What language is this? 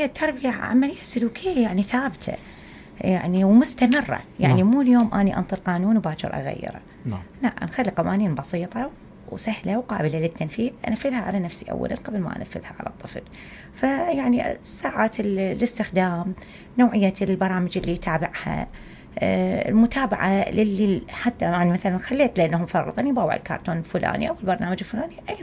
Mesopotamian Arabic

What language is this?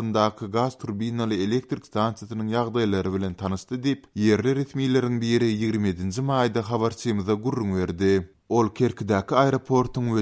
Turkmen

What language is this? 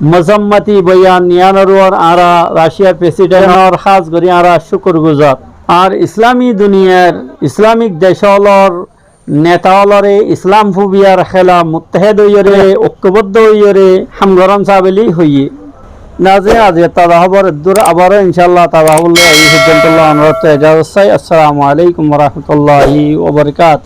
Rohingya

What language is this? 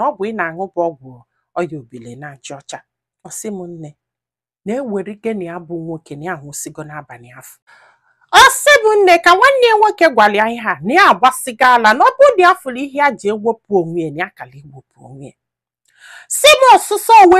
Igbo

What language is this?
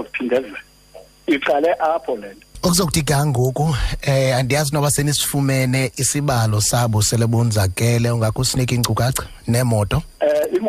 Xhosa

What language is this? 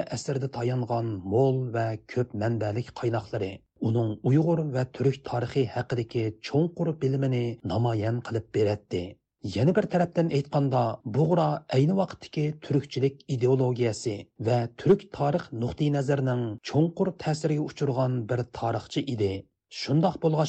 Uyghur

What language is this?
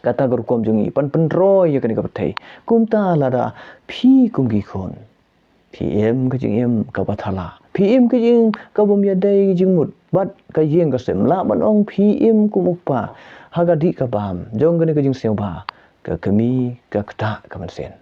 Khasi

